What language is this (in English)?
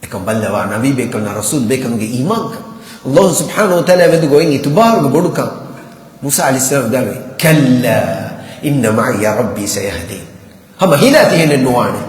Divehi